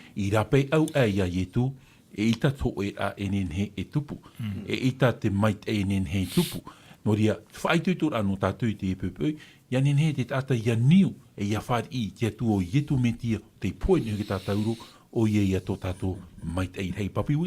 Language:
Tahitian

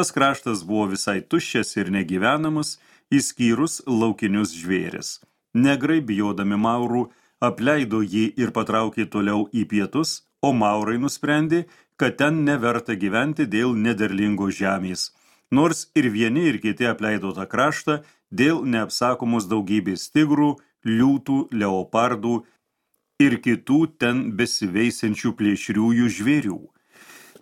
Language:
Lithuanian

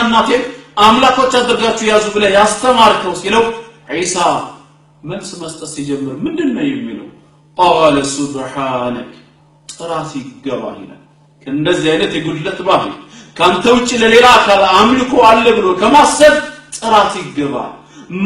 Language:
Amharic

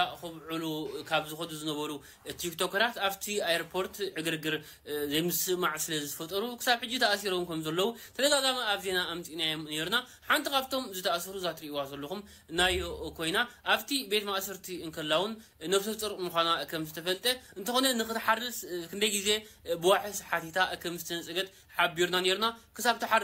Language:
Tigrinya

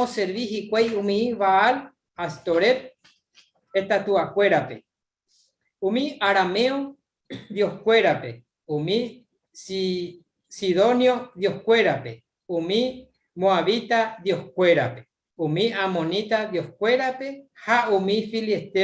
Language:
Guarani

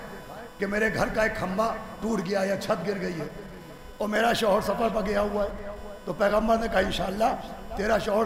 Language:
Urdu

